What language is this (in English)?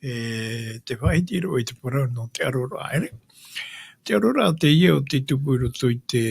Tahitian